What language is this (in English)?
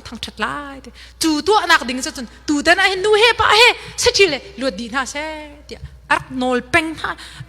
Hakha Chin